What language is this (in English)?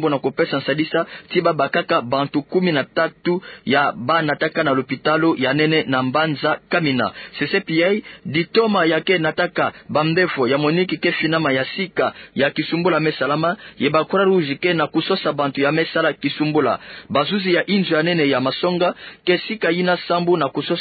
Kituba (Democratic Republic of Congo)